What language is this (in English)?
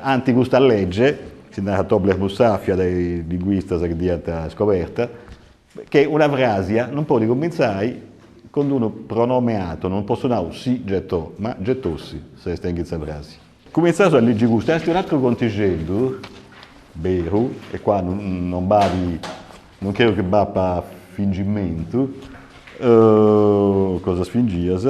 Sardinian